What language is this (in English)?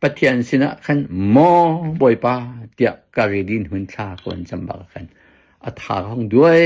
Hakha Chin